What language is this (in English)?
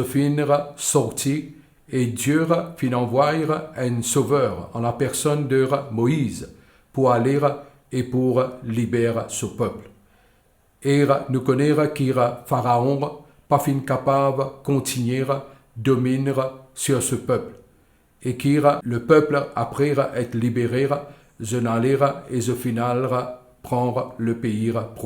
Morisyen